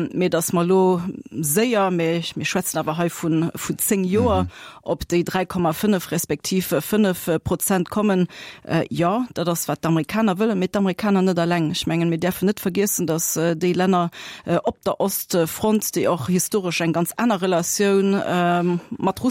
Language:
Luxembourgish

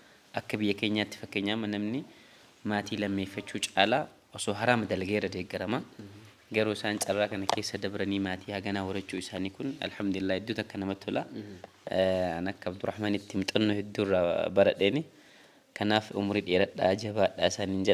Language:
Oromo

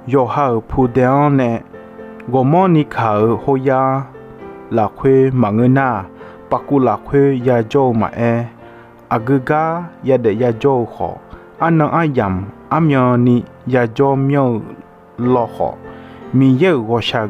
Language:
Akha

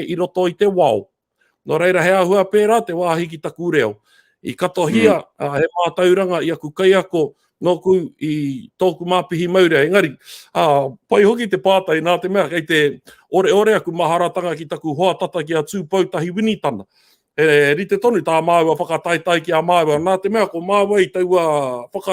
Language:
Māori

